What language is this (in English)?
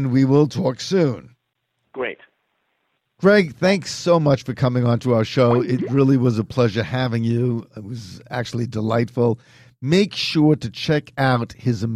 English